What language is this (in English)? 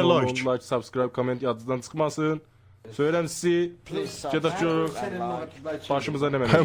South Azerbaijani